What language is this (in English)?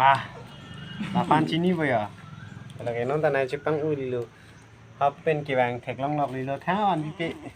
Karbi